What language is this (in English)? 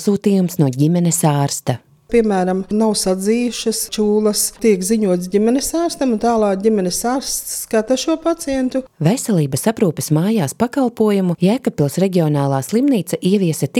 Latvian